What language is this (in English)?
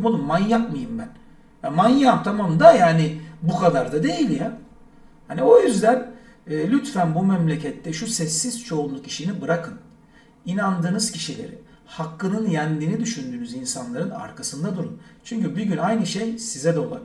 Turkish